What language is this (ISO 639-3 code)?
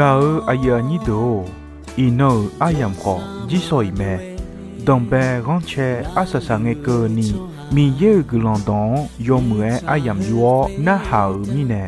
ahk